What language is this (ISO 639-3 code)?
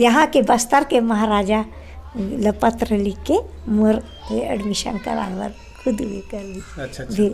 hne